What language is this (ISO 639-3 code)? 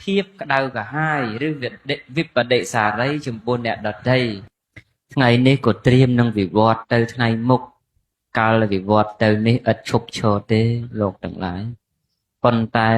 khm